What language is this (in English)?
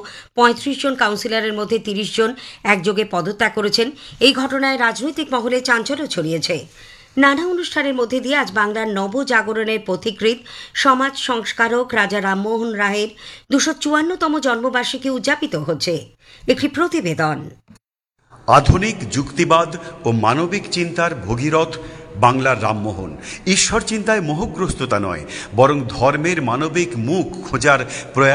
Bangla